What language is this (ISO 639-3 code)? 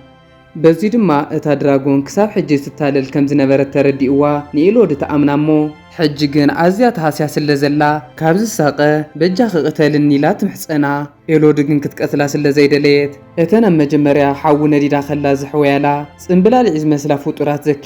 tir